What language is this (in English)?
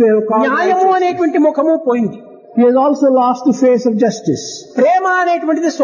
Telugu